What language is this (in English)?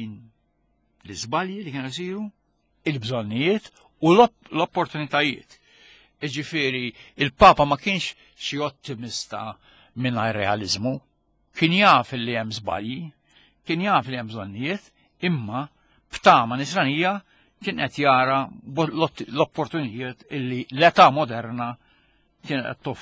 Maltese